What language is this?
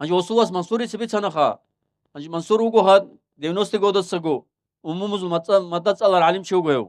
Avaric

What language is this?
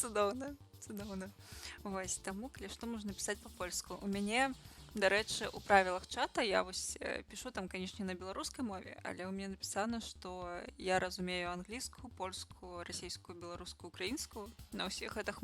Belarusian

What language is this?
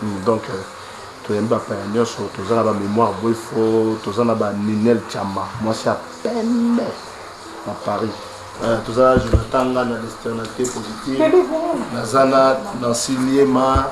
Lingala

